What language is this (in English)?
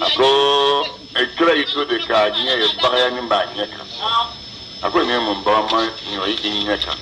Bambara